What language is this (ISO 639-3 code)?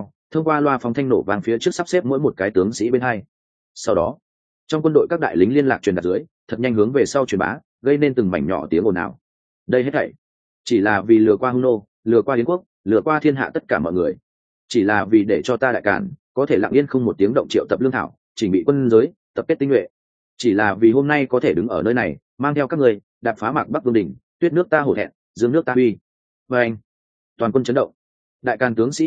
vie